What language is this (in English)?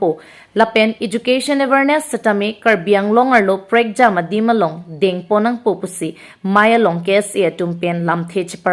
Karbi